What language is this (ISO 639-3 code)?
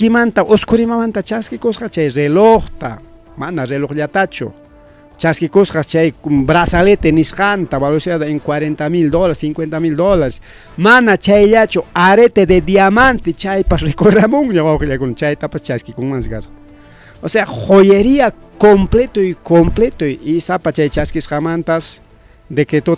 quy